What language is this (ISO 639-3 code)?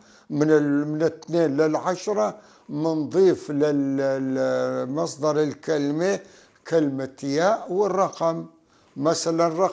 apc